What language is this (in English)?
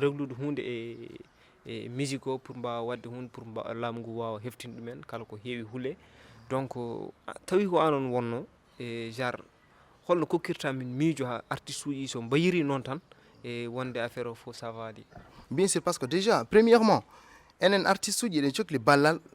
Fula